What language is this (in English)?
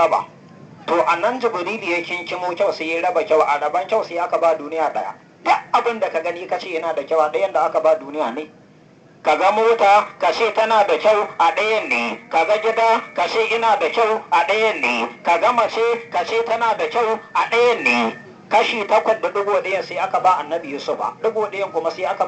Hausa